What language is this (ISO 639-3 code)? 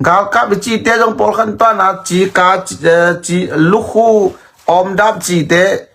ctd